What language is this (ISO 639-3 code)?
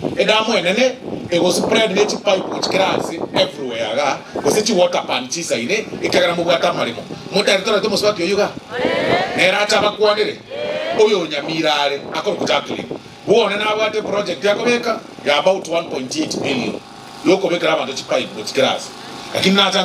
guz